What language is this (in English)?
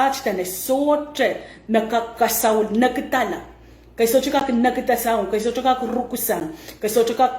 Pohnpeian